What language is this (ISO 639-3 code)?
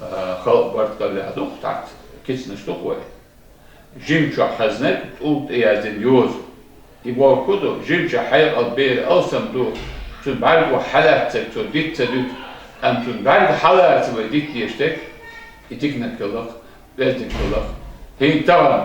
che